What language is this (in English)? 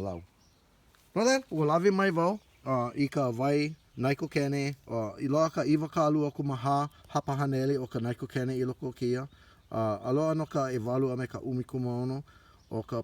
Hawaiian